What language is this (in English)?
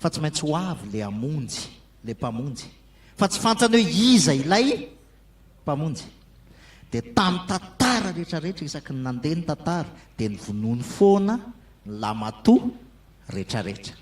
Malagasy